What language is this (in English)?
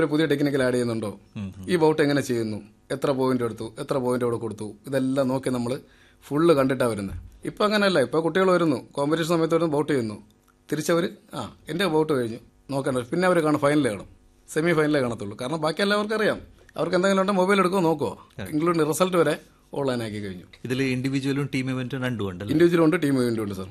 Malayalam